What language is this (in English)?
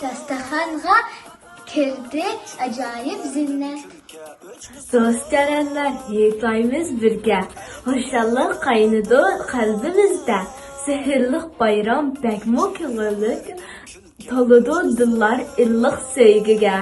Uyghur